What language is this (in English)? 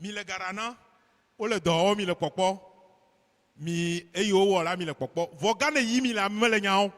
Ewe